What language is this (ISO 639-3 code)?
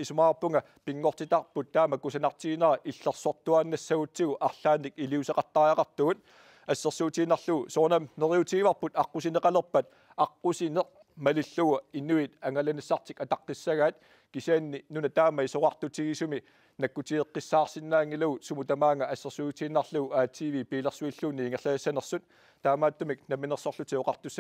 kal